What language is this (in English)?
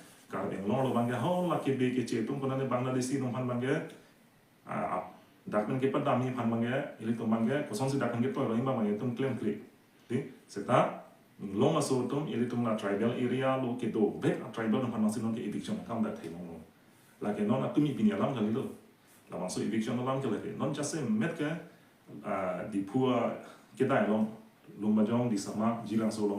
Karbi